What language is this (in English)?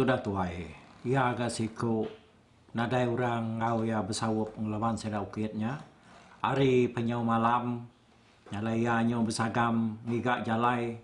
Iban